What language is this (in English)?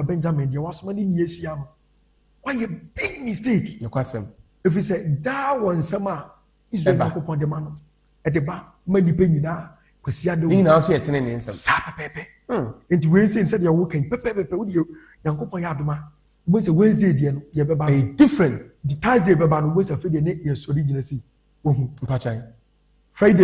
Akan